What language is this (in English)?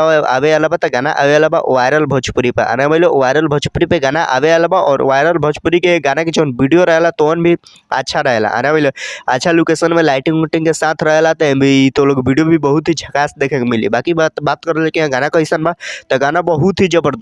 Bhojpuri